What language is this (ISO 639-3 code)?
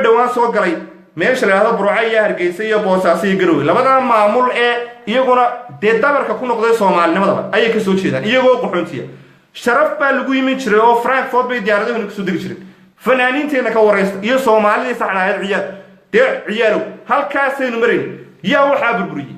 som